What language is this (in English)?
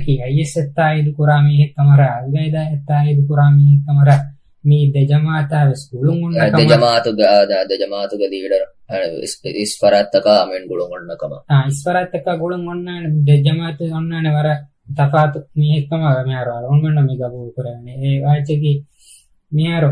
Divehi